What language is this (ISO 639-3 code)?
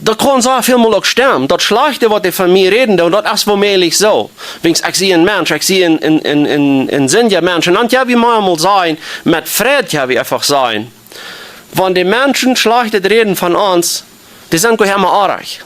pdt